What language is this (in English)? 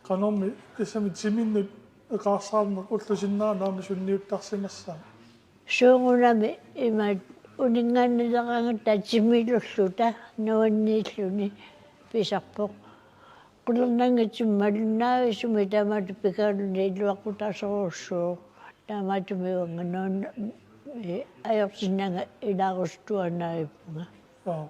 Kalaallisut